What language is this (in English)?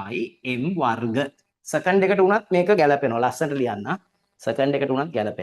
Sinhala